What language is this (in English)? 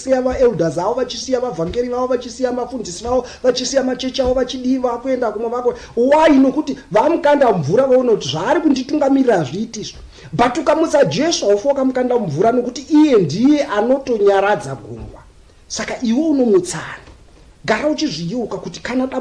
Shona